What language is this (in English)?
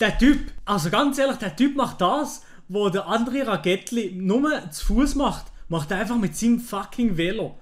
Swiss German